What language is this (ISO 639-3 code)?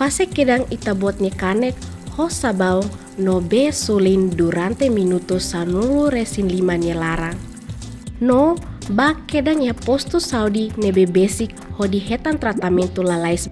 tet